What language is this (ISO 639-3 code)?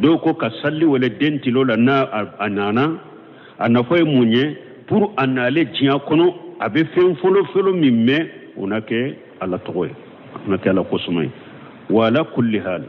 bam